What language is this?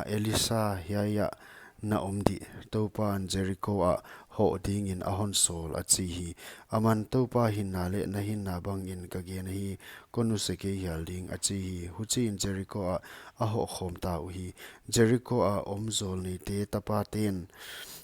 Paite Chin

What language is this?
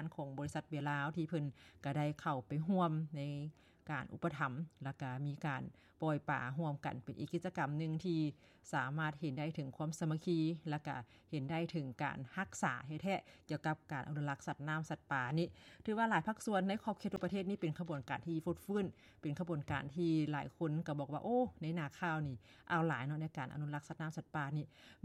Lao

